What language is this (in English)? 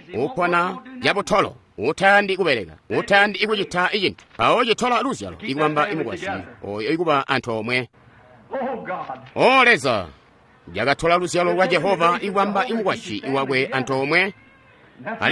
Tonga (Zambia)